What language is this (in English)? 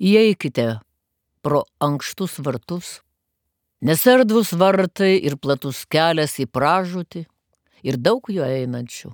Lithuanian